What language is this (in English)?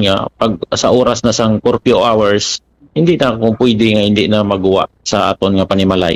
Hiligaynon